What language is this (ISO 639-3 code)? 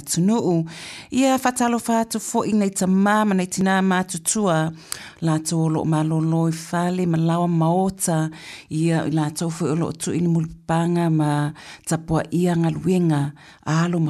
smo